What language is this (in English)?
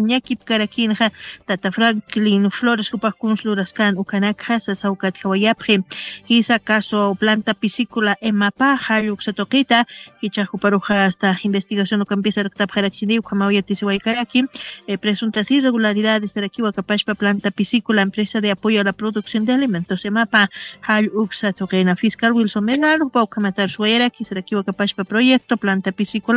Aymara